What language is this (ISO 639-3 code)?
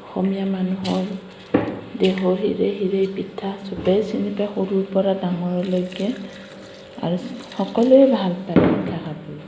asm